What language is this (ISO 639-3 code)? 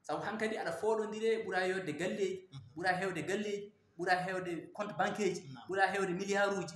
ful